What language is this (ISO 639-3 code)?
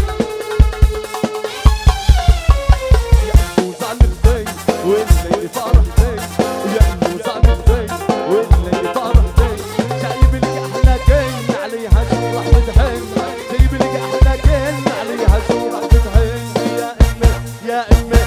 ajp